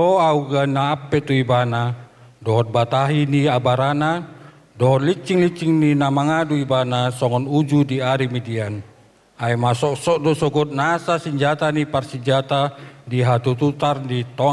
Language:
Batak Toba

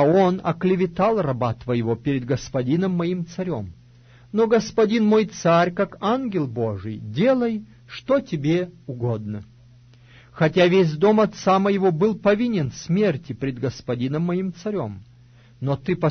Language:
Russian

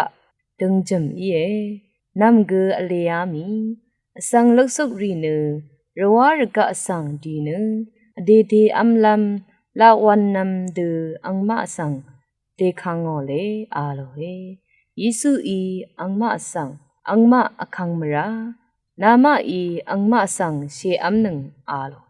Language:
Rawang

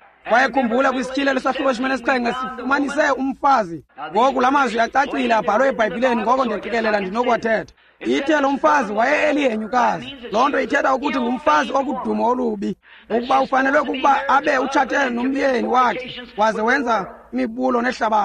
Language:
Xhosa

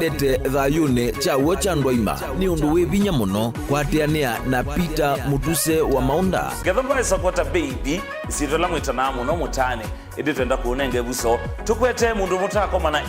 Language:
Kamba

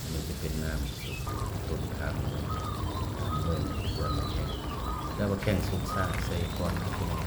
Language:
Northeastern Thai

